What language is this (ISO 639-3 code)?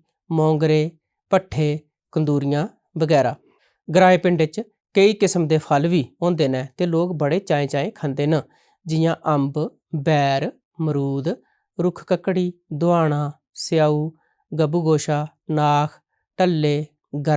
doi